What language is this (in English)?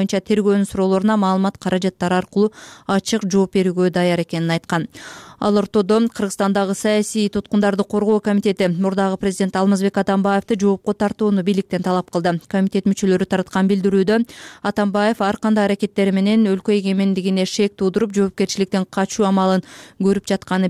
Kyrgyz